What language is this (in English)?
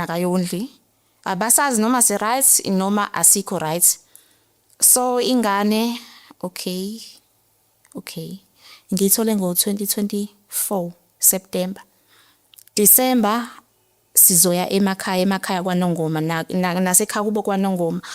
Zulu